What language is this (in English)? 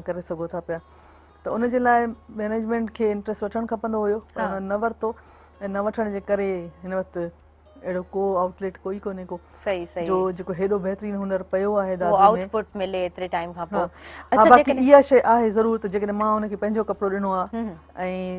Sindhi